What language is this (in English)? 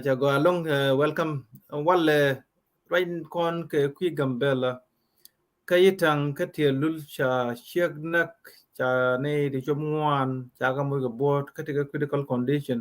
Nuer